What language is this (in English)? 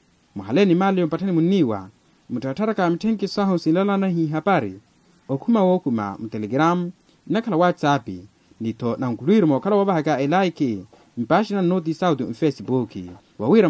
Makhuwa